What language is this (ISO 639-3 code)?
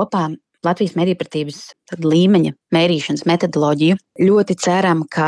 lav